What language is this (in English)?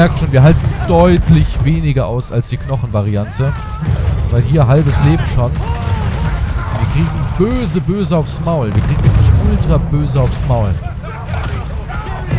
German